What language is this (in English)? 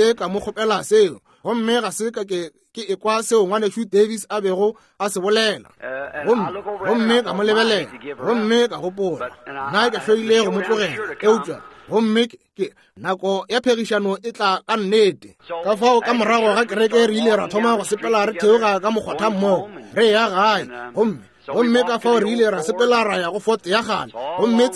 Northern Sotho